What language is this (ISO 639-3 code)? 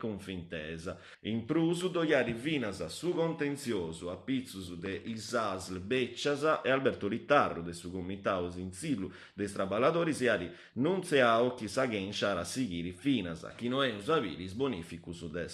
srd